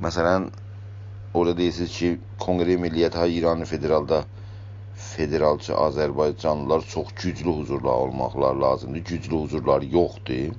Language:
South Azerbaijani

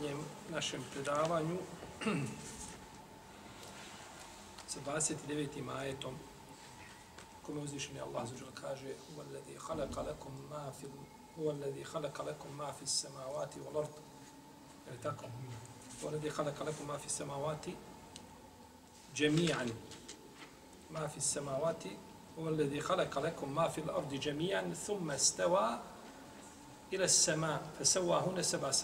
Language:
Bosnian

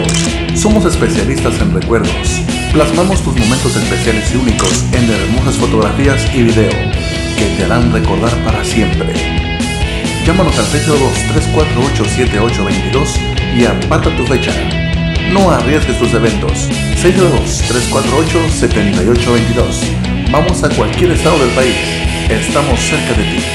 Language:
Spanish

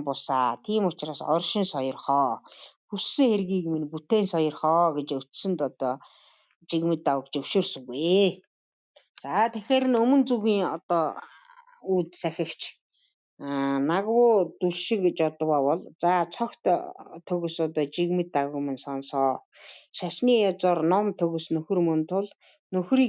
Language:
Mongolian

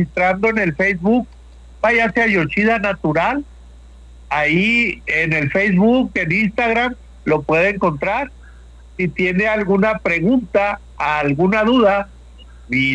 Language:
Spanish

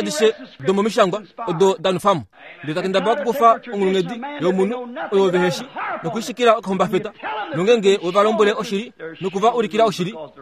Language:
Kuanyama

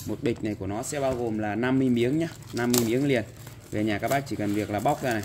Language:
Vietnamese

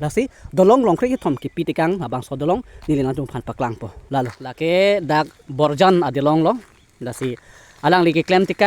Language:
Karbi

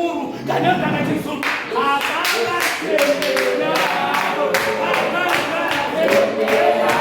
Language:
Venda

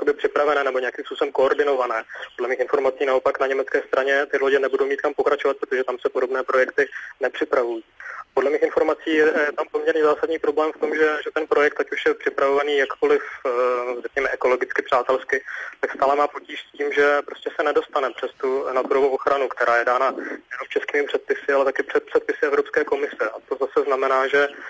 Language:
Czech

